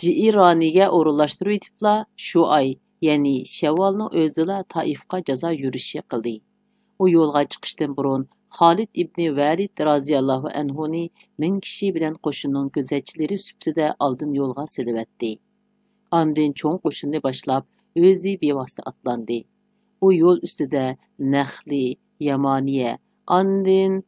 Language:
Uyghur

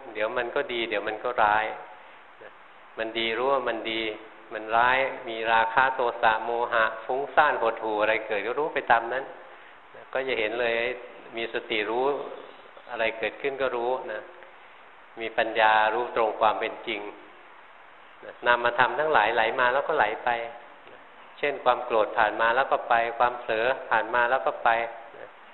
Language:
Thai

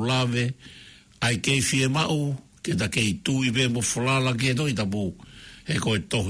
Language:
Tongan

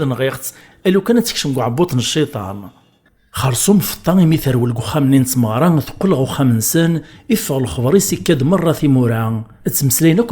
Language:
Kabyle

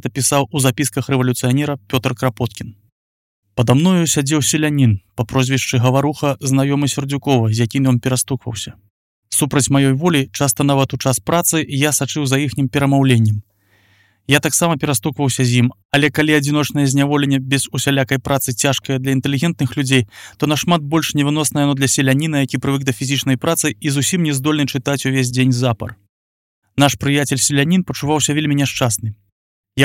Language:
Belarusian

